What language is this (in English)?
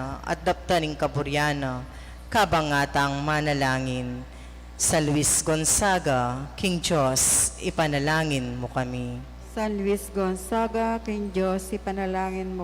Pampanga